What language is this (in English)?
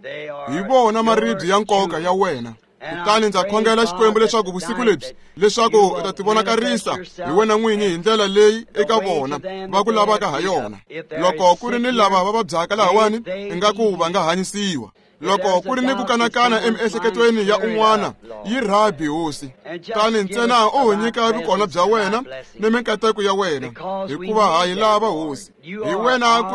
Tsonga